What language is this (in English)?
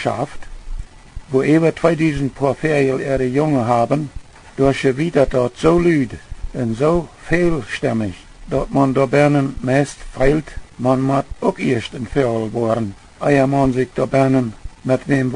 Plautdietsch